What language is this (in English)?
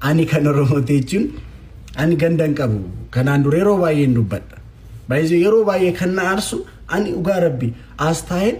Oromo